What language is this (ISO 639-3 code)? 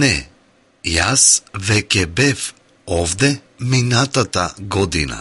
mkd